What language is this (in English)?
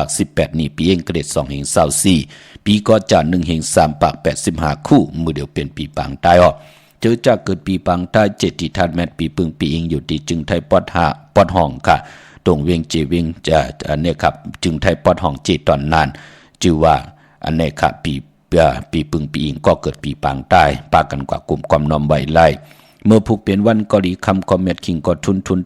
Shan